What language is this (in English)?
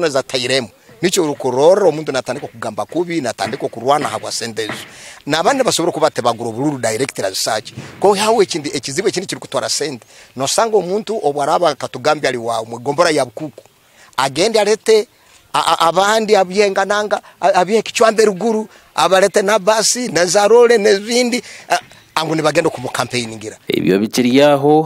Nyankole